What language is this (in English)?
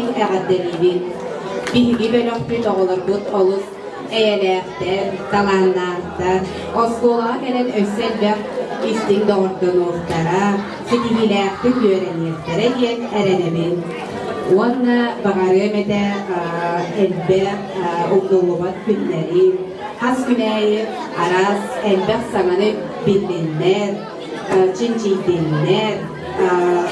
Yakut